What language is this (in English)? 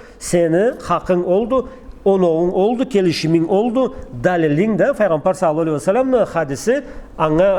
Karachay-Balkar